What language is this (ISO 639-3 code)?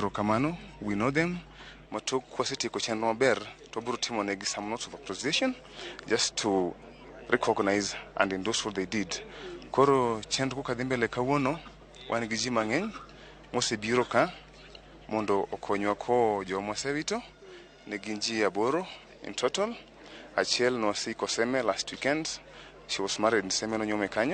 luo